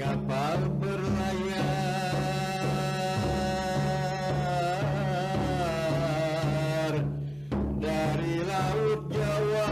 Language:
Banjar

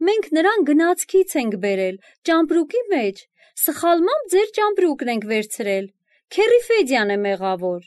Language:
Armenian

